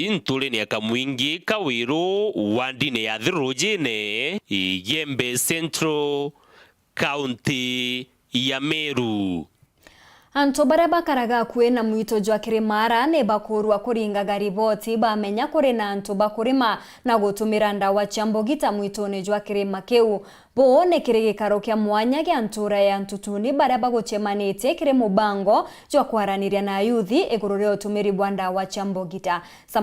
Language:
Meru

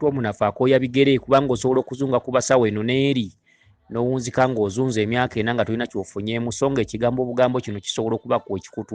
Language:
Ganda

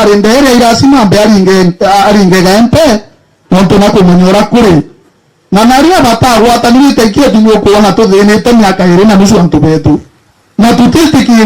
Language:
Meru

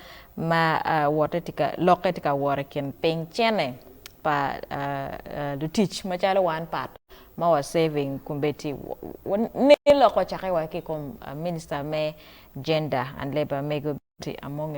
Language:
Acoli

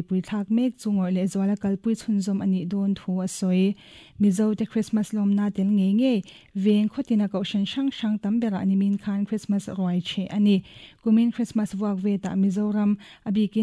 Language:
Mizo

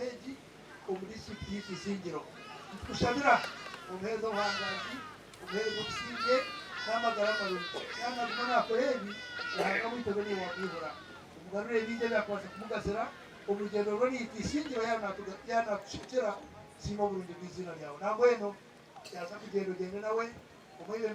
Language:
Nyankole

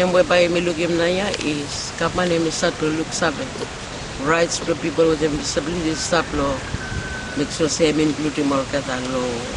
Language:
Bislama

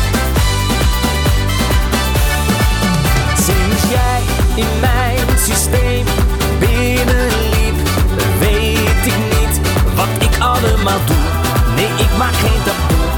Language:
Dutch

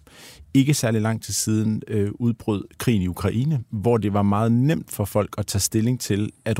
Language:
Danish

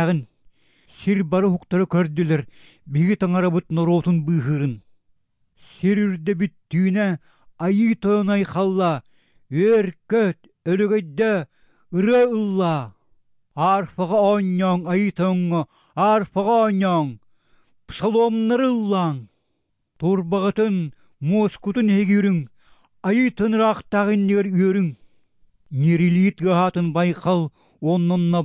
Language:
Yakut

